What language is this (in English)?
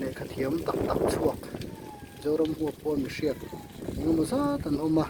Mizo